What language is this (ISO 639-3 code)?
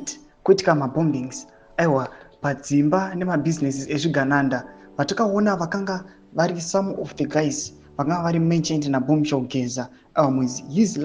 sna